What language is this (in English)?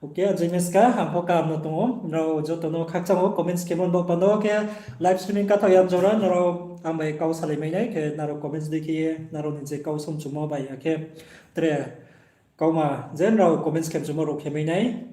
Riang (India)